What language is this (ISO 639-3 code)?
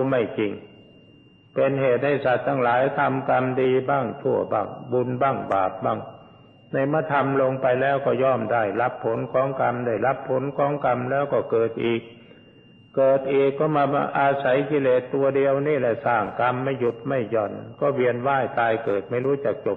tha